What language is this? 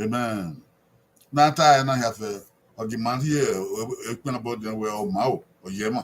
Bini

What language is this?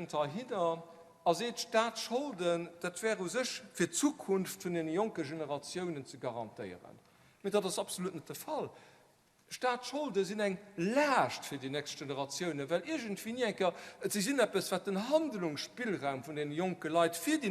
Luxembourgish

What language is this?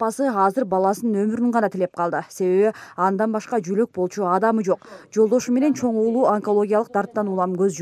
Kyrgyz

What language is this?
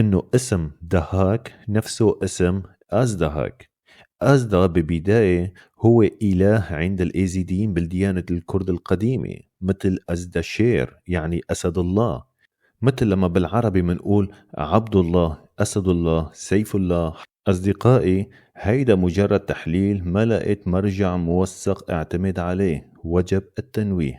North Levantine Arabic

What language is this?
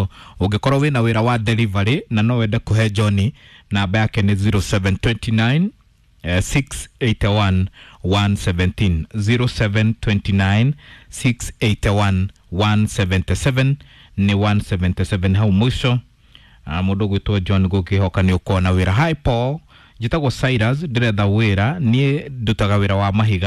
Kikuyu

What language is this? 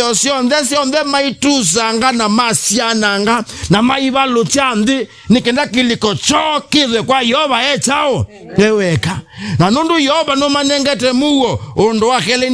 Kamba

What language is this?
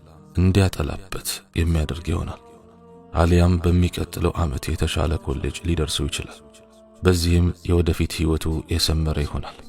Amharic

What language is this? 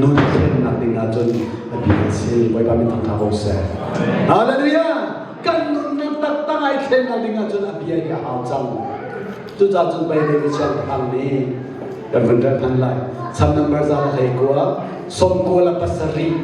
Hakha Chin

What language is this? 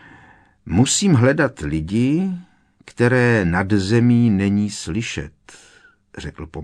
Czech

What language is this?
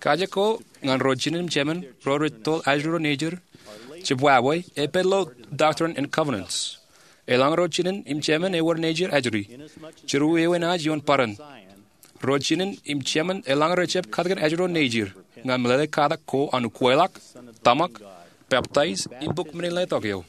Marshallese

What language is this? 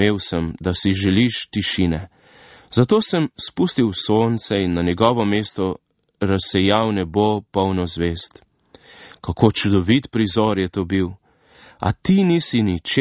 Slovenian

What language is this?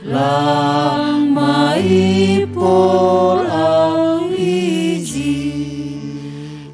Batak Simalungun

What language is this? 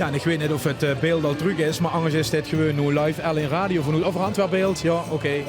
Limburgish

